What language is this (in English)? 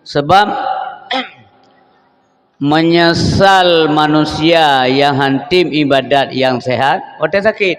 Achinese